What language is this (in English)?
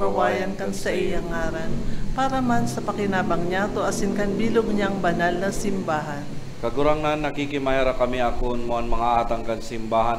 Bikol